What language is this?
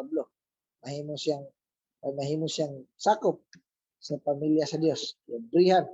Cebuano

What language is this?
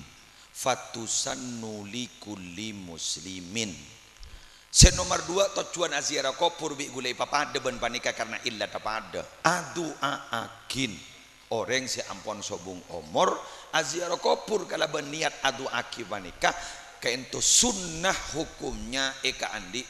Madurese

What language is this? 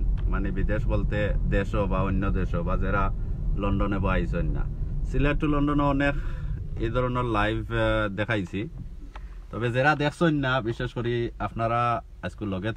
Sylheti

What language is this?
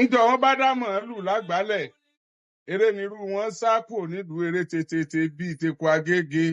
Yoruba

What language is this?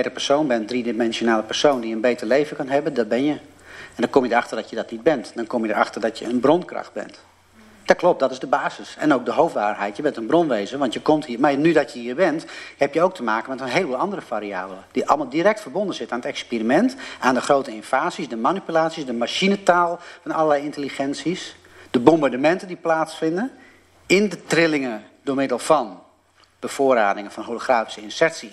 Dutch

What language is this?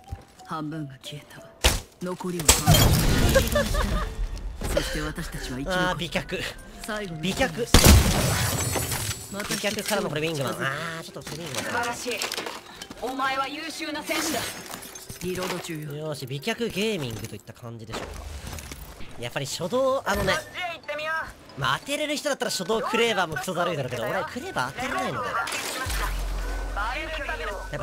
Japanese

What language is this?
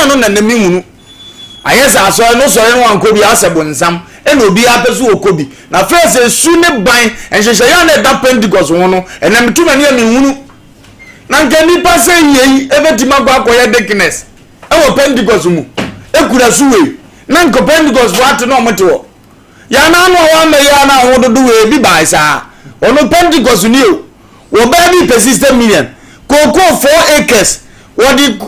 Akan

